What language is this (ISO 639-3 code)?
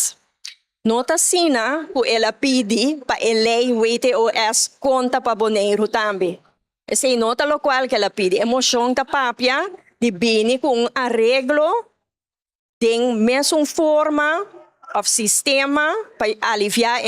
pap